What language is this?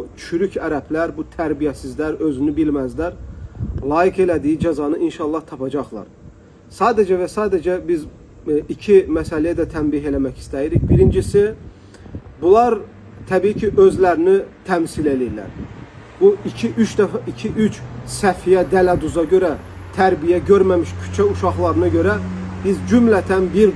Azerbaijani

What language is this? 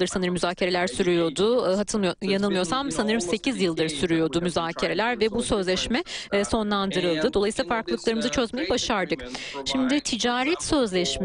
Turkish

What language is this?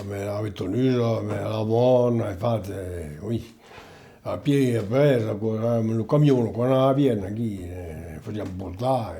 Occitan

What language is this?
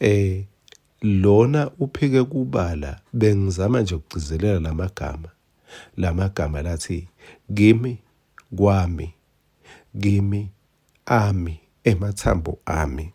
Swati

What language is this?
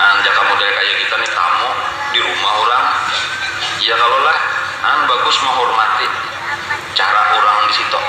Banjar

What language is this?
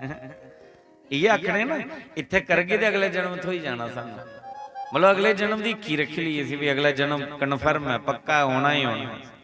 Dogri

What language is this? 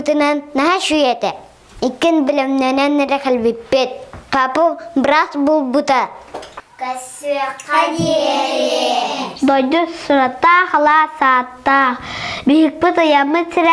Yakut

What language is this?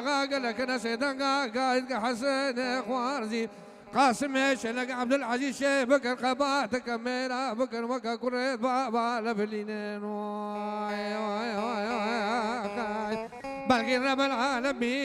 Kurdish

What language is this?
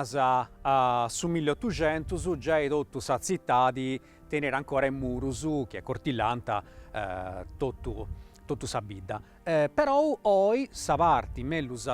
Sardinian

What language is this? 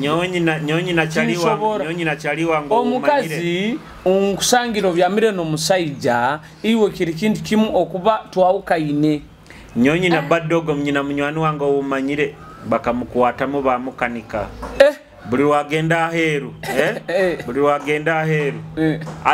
Nyoro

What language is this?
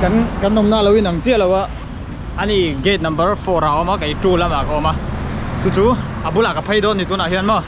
Mizo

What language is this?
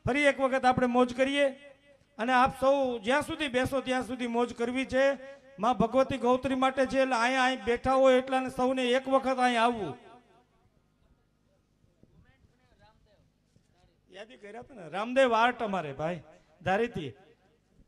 Gujarati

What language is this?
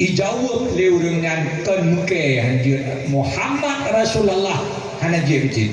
Achinese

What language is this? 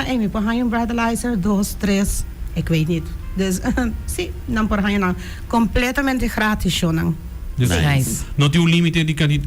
Papiamento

